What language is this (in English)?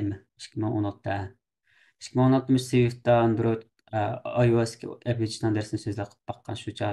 Uyghur